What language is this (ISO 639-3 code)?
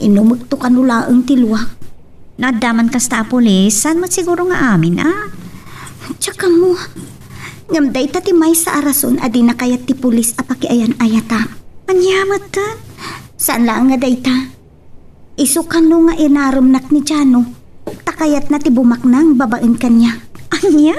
ilo